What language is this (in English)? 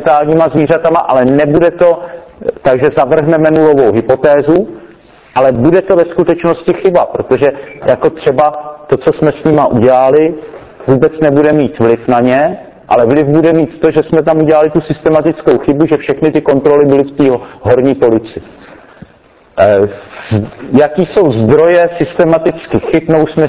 Czech